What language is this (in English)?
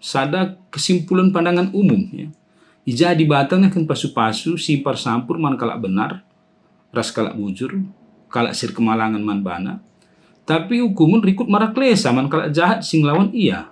Batak Karo